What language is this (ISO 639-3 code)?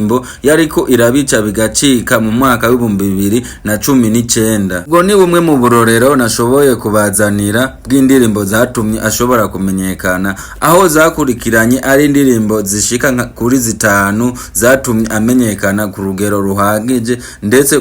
run